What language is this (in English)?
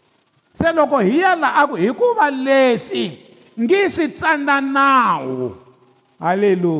Tsonga